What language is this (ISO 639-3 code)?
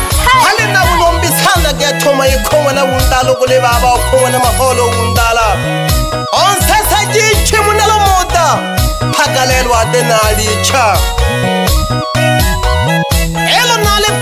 swa